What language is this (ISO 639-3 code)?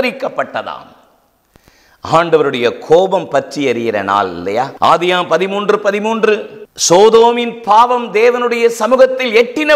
tam